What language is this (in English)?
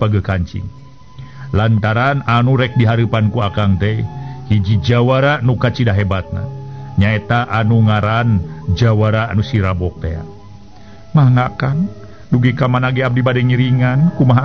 Sundanese